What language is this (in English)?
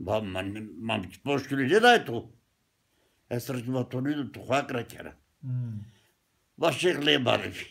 Zaza